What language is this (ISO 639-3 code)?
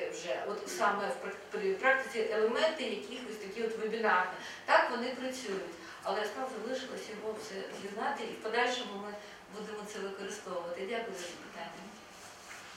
ukr